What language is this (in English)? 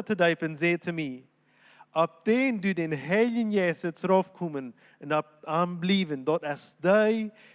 Plautdietsch